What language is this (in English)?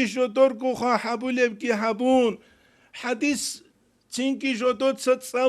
Avaric